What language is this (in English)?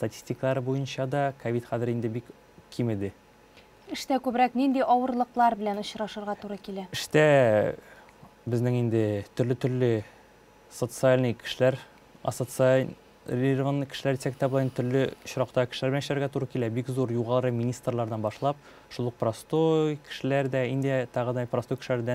Tatar